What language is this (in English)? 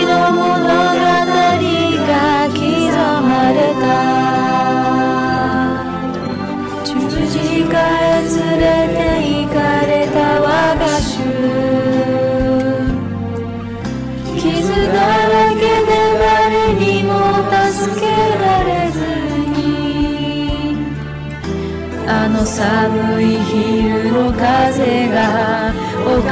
Japanese